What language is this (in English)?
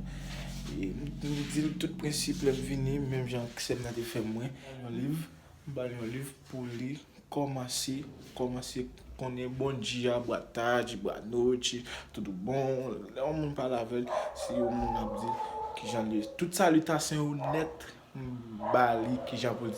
Haitian Creole